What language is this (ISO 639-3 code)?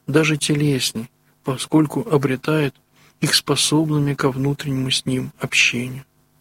rus